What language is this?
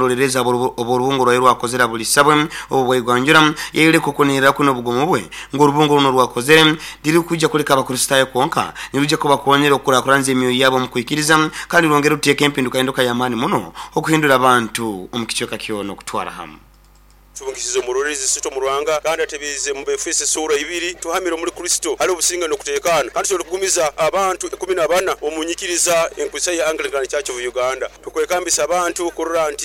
Nyoro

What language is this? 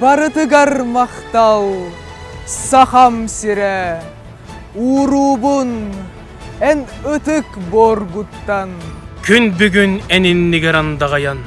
Yakut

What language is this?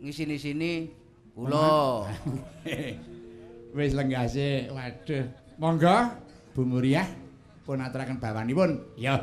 Javanese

